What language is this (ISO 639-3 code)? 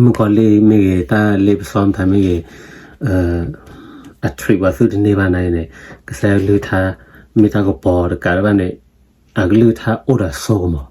ksw